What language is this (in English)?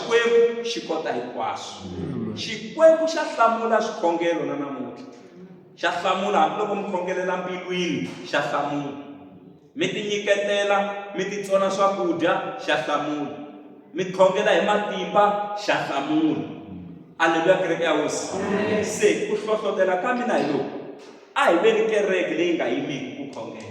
Tsonga